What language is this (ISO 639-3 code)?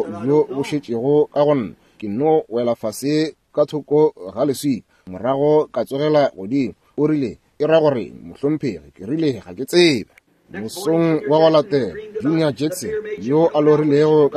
nso